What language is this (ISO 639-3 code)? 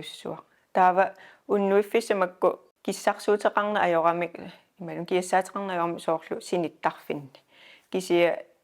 kal